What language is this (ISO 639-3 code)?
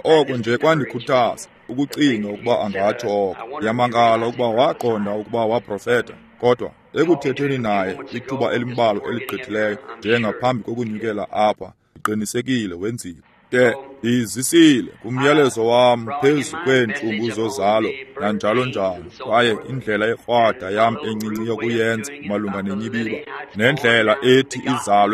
xho